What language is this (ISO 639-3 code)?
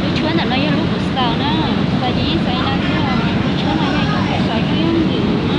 hmn